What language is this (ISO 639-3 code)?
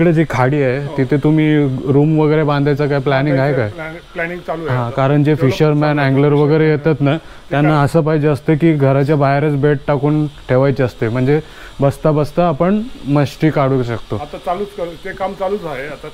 mar